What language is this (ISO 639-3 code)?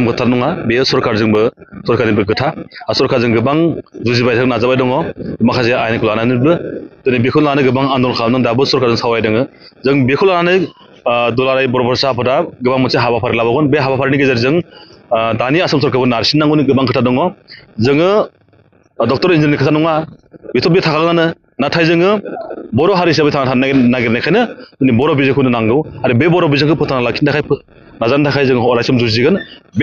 brx